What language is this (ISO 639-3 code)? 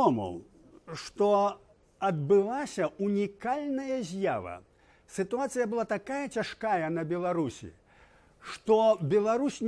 bel